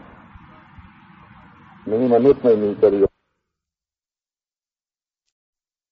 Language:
Thai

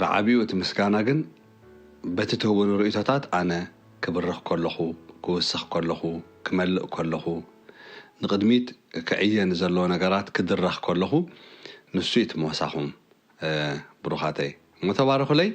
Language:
Tigrinya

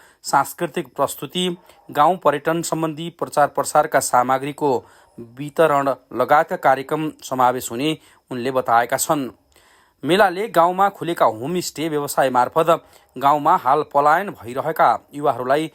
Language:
Nepali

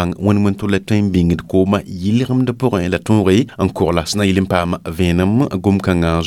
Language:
Mossi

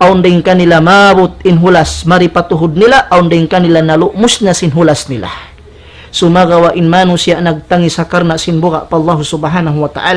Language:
Tausug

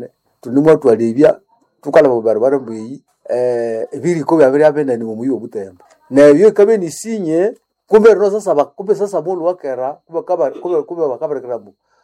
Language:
Nande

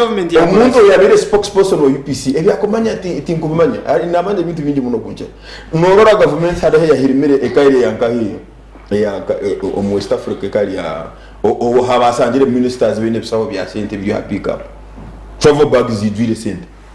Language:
Nyankole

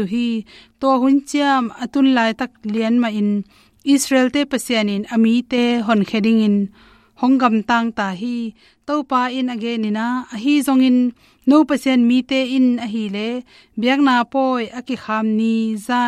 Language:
Tedim Chin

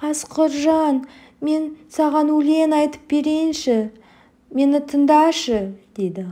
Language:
Kazakh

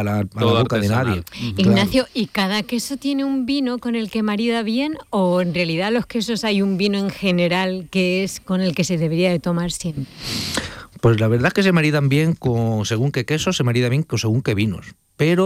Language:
Spanish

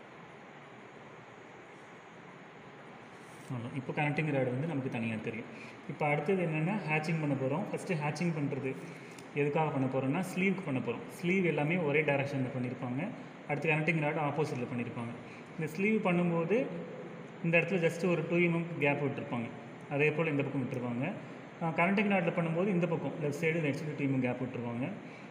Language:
Tamil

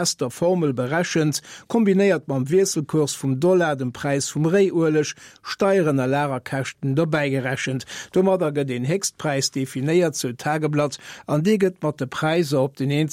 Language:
Luxembourgish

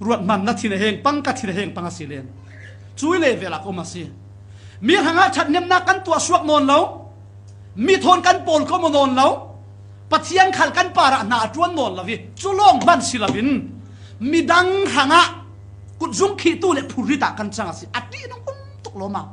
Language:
Falam Chin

